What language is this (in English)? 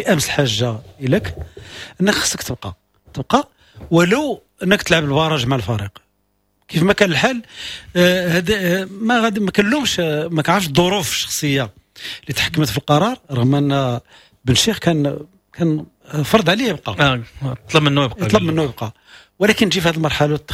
Moroccan Arabic